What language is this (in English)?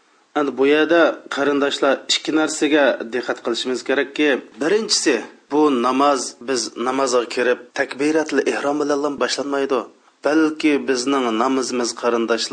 Uyghur